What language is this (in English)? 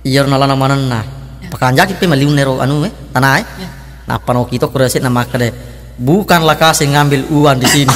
Buginese